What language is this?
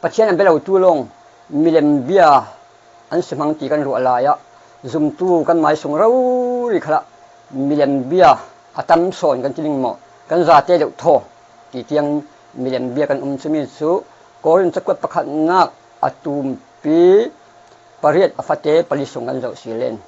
Falam Chin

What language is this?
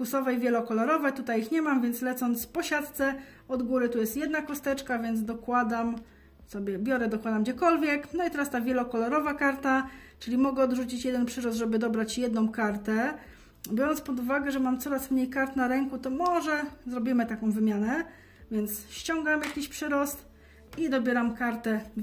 Polish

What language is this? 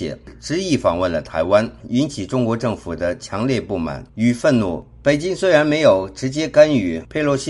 Chinese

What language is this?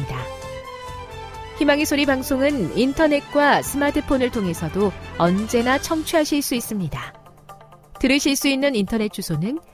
Korean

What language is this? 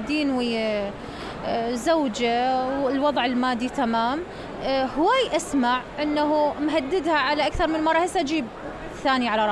Mesopotamian Arabic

